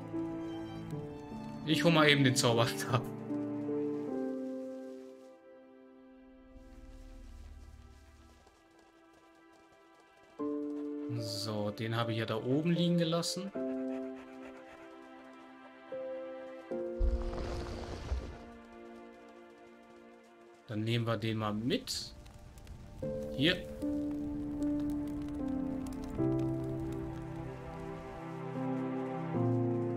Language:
German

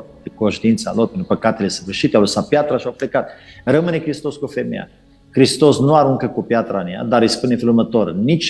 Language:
Romanian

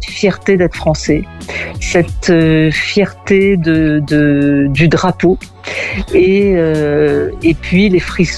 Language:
French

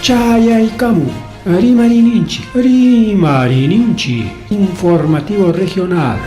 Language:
Ayacucho Quechua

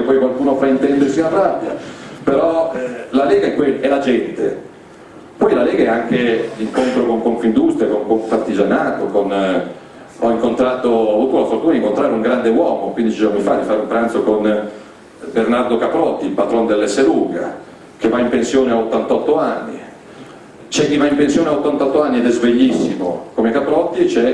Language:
Italian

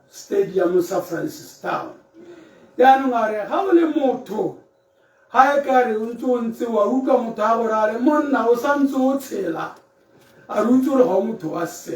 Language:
Tswana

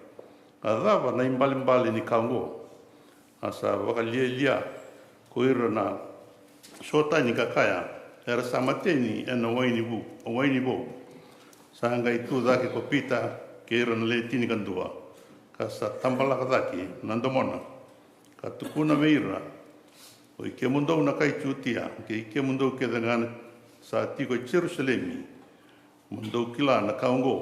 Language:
Fijian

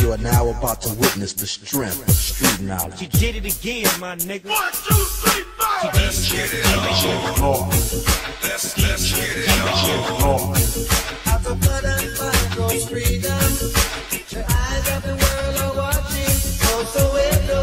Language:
Pohnpeian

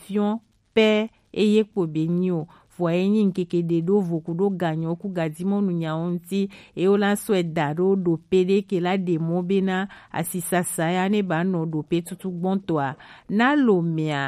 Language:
Gen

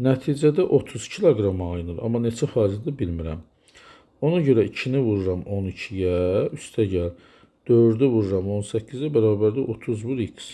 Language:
Azerbaijani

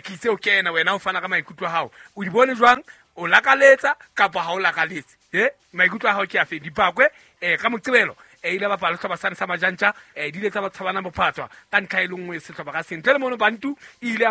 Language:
Southern Sotho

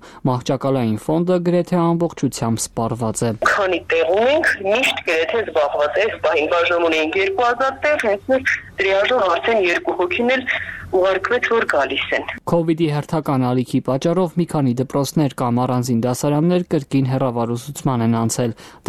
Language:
Armenian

